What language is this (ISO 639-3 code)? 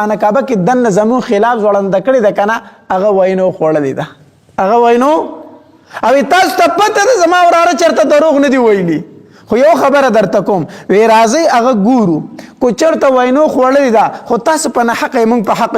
pus